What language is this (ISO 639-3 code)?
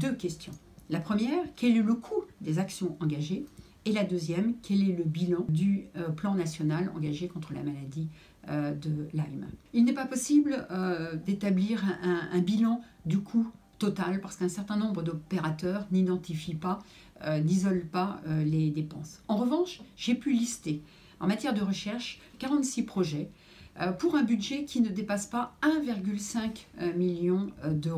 fra